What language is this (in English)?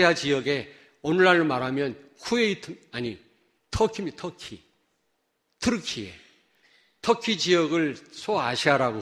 Korean